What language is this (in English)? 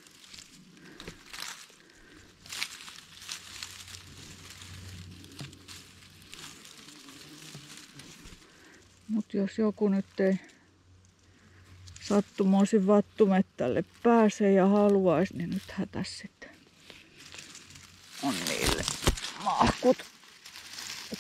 Finnish